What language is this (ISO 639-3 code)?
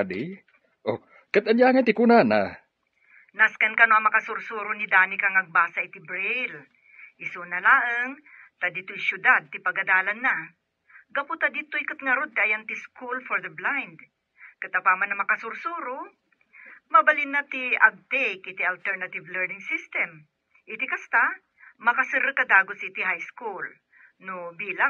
ilo